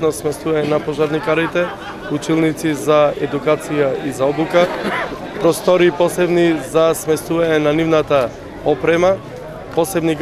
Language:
Macedonian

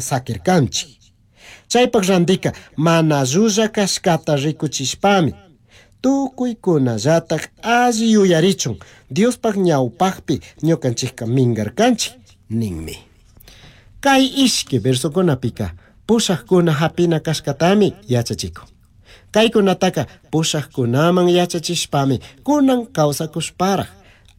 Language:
Chimborazo Highland Quichua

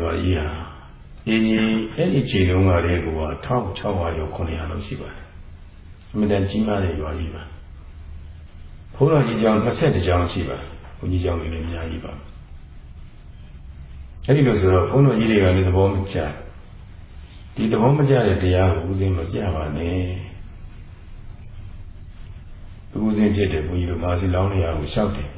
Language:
Burmese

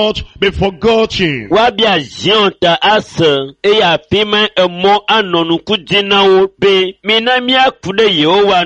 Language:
Ewe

